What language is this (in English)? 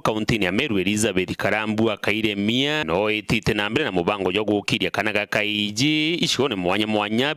Meru